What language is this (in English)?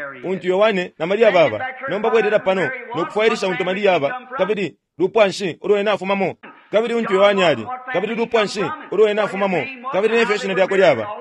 Bemba